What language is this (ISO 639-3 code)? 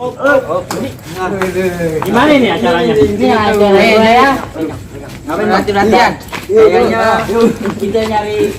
bew